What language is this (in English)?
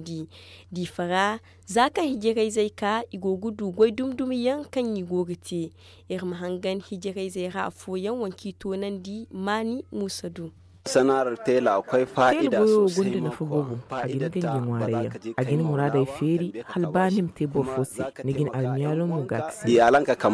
Zarma